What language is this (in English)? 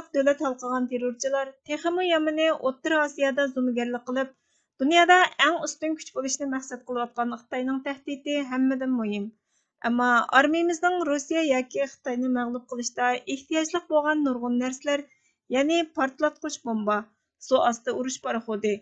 Uyghur